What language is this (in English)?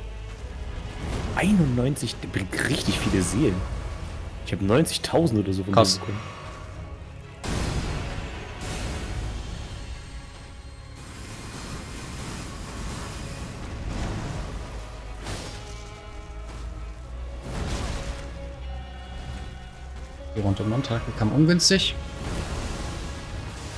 German